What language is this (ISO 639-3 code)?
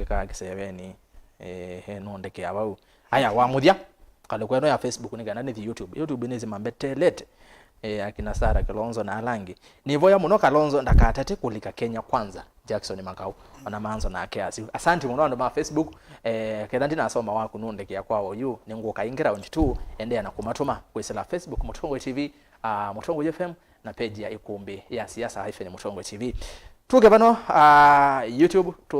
kam